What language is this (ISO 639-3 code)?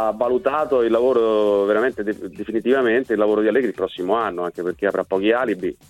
ita